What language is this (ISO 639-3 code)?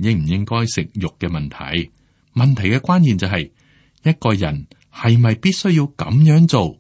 yue